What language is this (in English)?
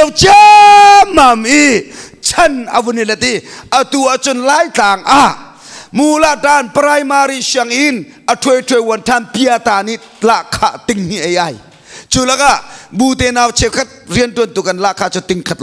Hakha Chin